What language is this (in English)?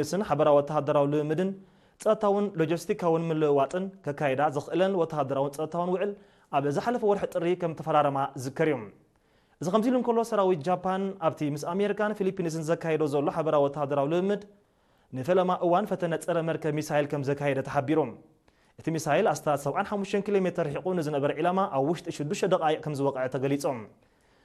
Tigrinya